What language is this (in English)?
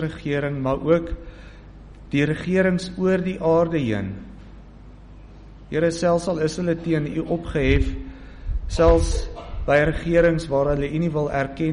Afrikaans